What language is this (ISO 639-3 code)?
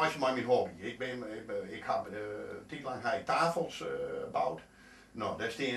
fry